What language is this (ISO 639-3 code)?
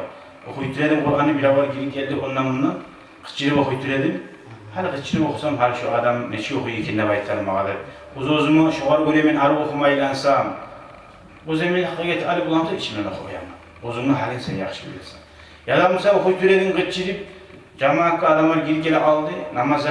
kum